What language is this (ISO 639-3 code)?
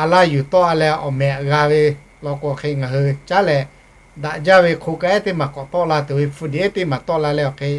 lhu